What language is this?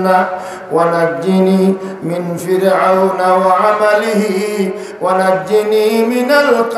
Sylheti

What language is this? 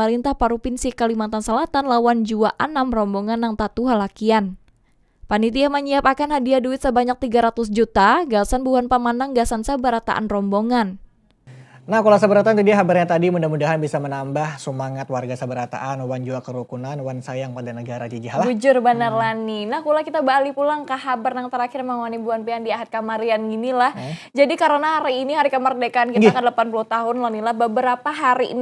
Banjar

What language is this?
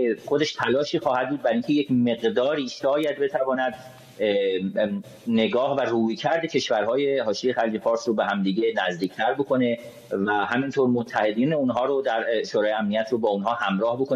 Persian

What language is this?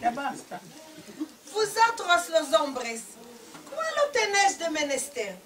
Ladino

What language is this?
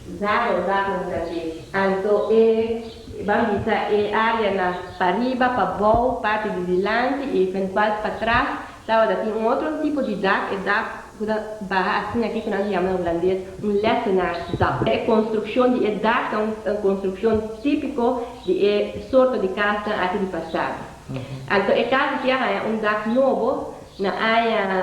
Papiamento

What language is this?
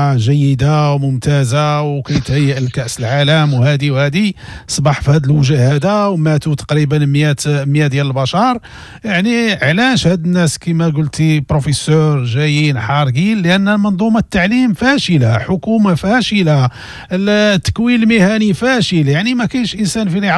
Moroccan Arabic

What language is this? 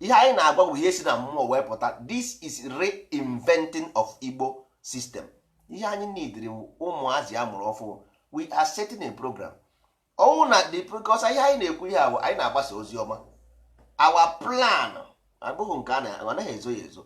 Igbo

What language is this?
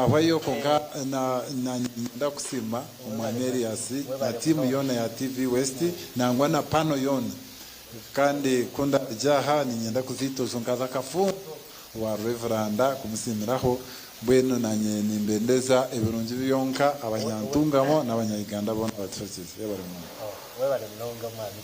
Nyankole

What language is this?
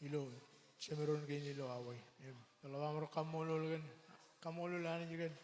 Marshallese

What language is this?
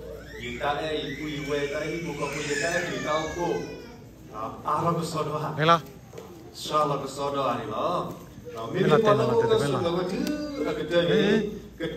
S'gaw Karen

